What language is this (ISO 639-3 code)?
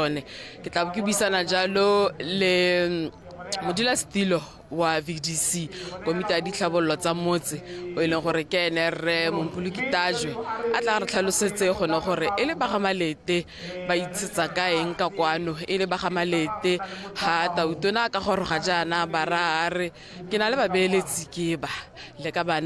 tsn